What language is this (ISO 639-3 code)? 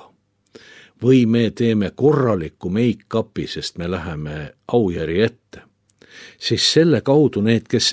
est